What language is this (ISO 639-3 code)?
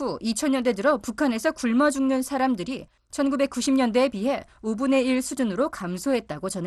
kor